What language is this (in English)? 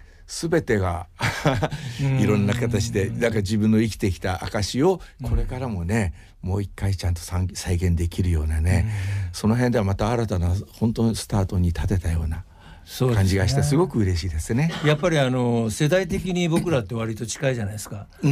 Japanese